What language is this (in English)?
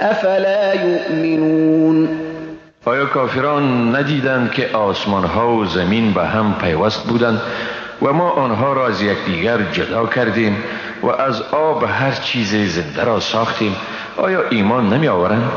Persian